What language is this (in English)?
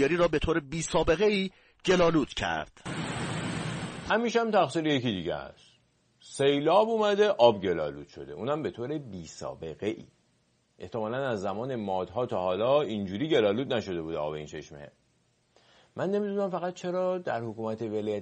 Persian